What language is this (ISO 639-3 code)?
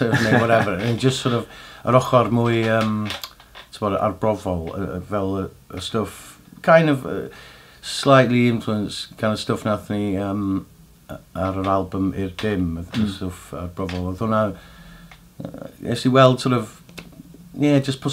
cym